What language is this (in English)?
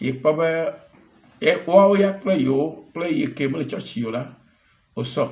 Ewe